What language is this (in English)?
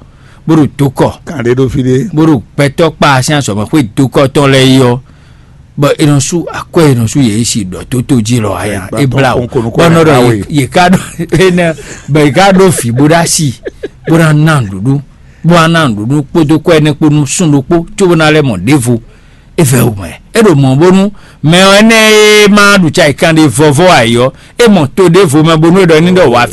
Fon